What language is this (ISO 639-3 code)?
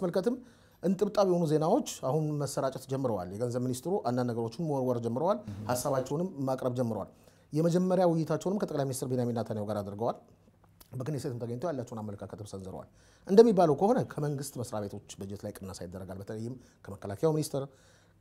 amh